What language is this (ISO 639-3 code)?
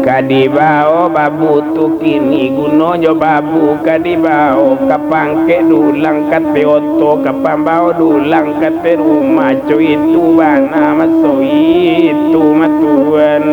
min